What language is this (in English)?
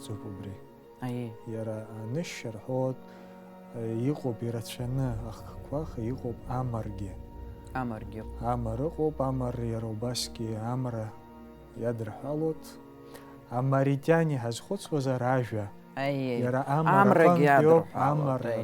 Abkhazian